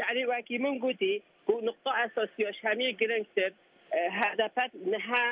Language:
Kurdish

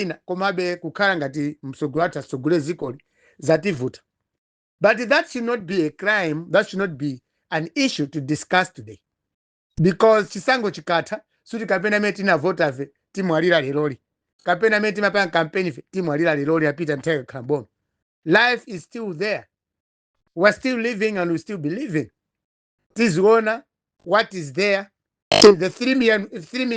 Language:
Nyanja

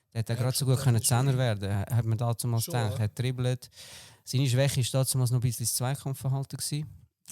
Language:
Swiss German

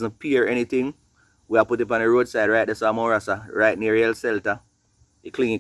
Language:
Jamaican Creole English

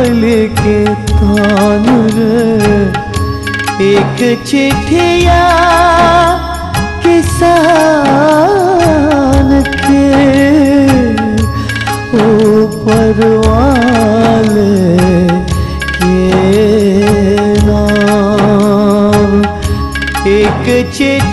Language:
Chhattisgarhi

